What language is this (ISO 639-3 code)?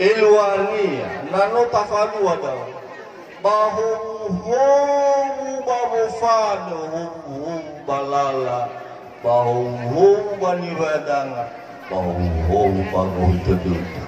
nia